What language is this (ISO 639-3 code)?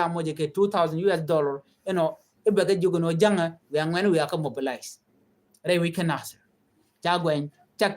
nus